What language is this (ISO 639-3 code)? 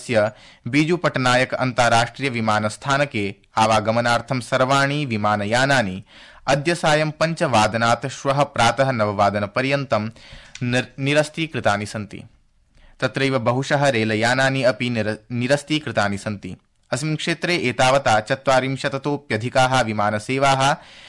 san